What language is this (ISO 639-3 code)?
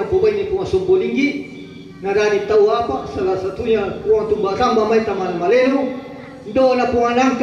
sda